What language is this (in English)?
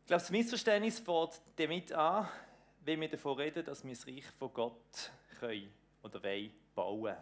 Swiss German